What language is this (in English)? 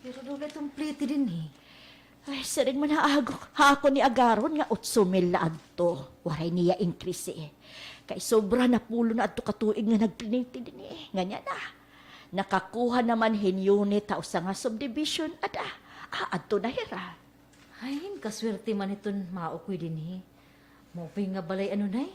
Waray